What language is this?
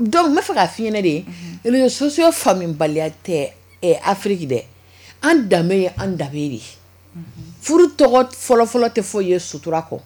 Bambara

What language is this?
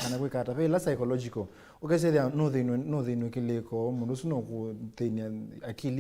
Kamba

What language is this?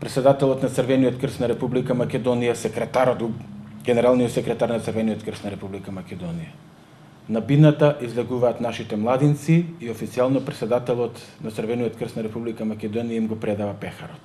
Macedonian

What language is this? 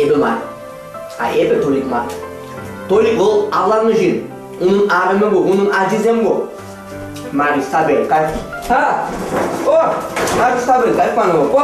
Chuvash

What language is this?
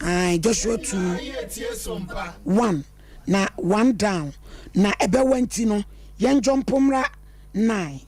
Akan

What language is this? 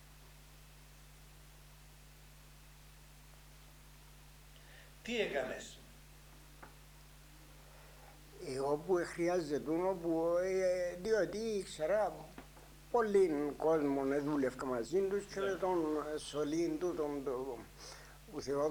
Greek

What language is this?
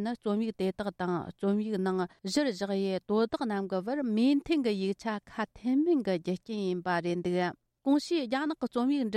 Tibetan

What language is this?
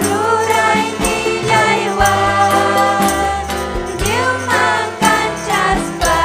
Ayacucho Quechua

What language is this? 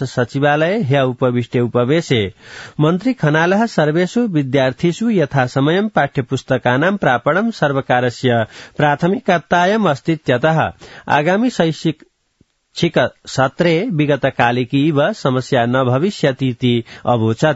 Sanskrit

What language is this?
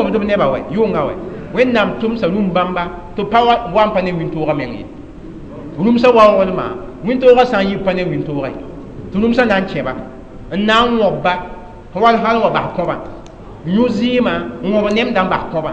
Mossi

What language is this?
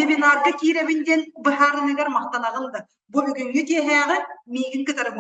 Yakut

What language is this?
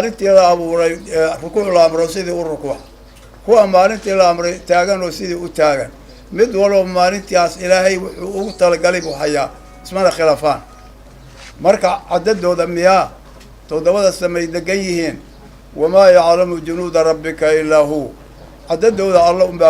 Somali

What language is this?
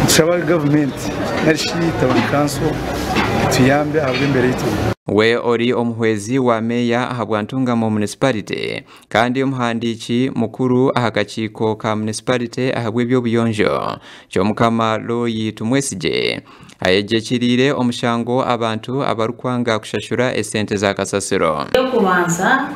Nyankole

